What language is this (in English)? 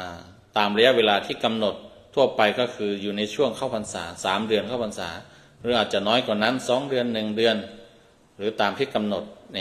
Thai